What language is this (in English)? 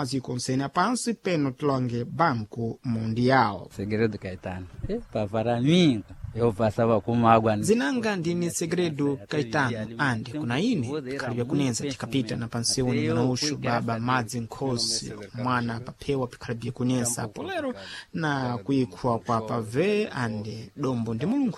Sena